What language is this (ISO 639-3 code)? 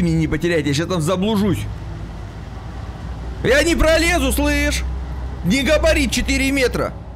rus